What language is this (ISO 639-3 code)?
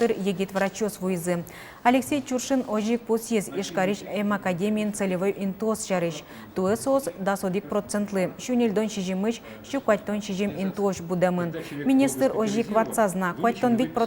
udm